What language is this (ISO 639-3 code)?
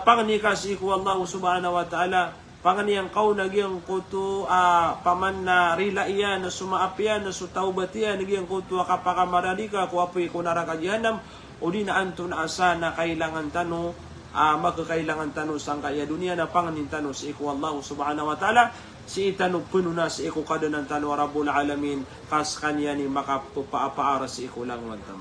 mrw